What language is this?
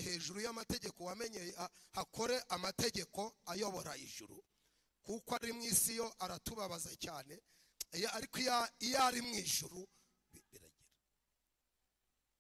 Kinyarwanda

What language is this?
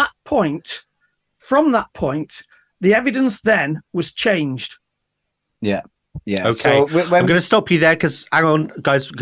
English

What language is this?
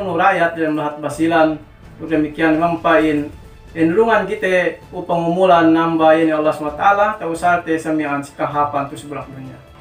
Yakan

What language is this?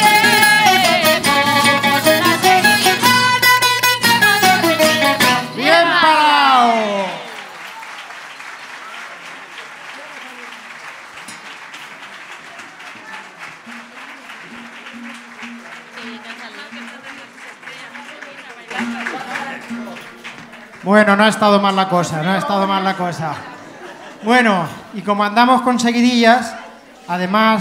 Spanish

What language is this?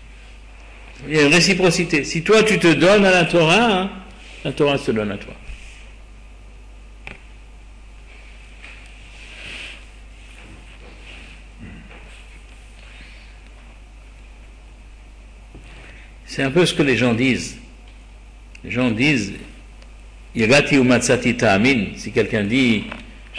French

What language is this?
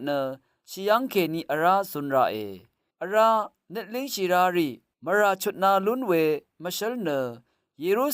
Rawang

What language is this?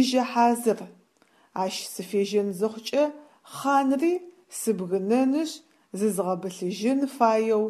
Adyghe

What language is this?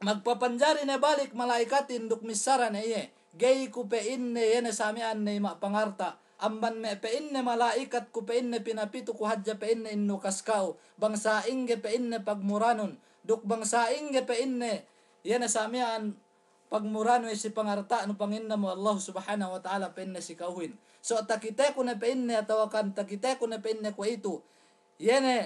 Yakan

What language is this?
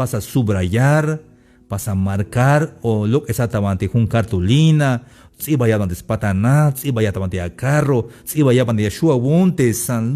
Tzeltal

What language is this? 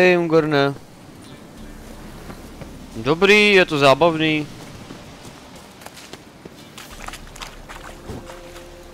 Czech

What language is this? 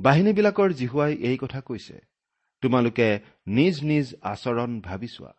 Assamese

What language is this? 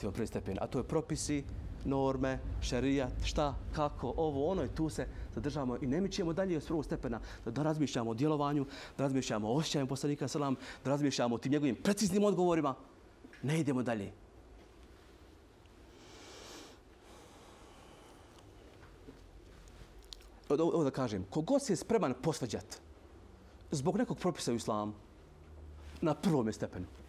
Bosnian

